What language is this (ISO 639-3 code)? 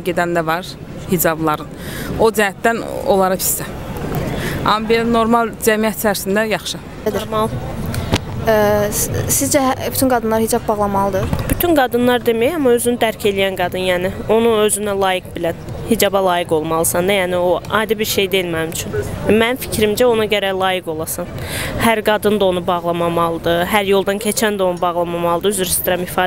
aze